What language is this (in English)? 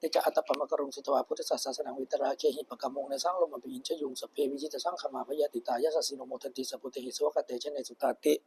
Pali